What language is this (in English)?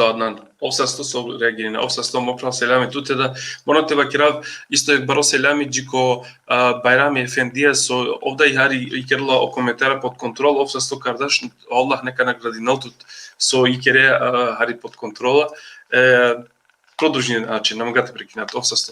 Balkan Romani